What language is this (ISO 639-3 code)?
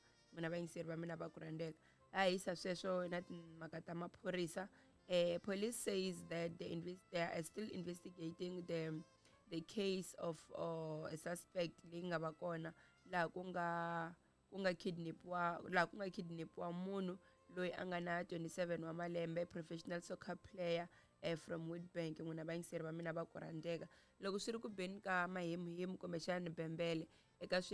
tso